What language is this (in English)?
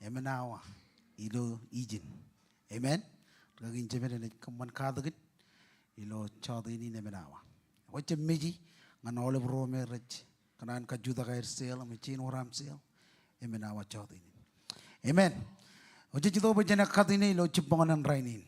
Marshallese